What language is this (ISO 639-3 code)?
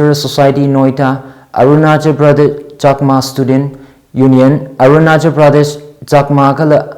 nmf